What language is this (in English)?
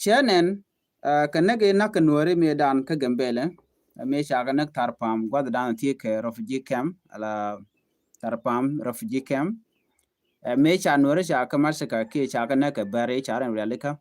Nuer